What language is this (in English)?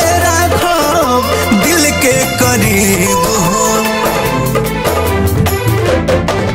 Bhojpuri